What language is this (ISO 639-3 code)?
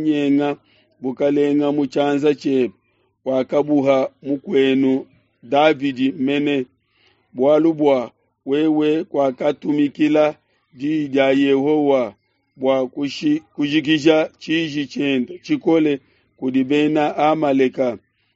lua